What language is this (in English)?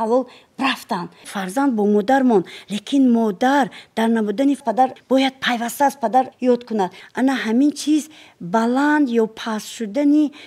Tajik